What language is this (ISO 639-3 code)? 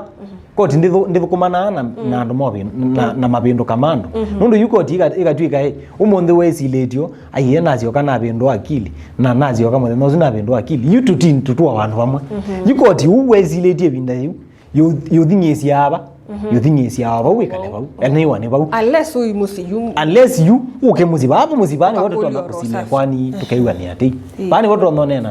kam